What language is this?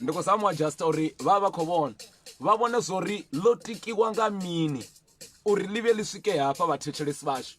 Venda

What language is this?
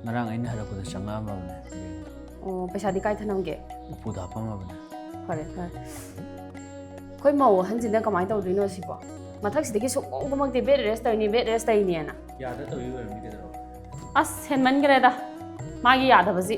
Manipuri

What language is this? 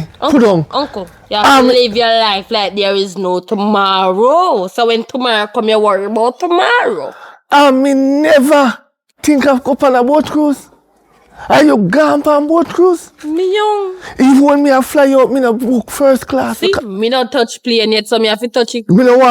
Jamaican Creole English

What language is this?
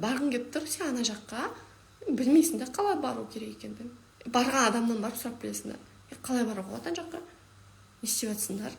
Kazakh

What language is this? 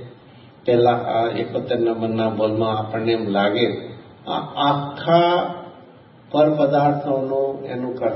Gujarati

